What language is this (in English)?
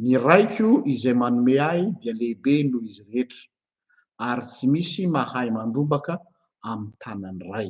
Malagasy